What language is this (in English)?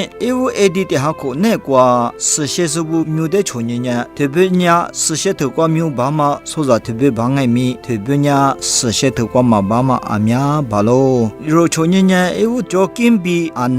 Lisu